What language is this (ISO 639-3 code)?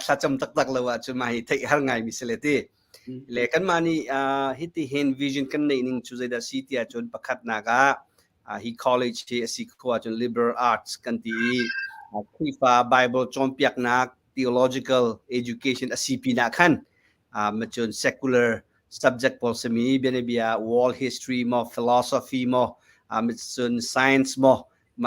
cnh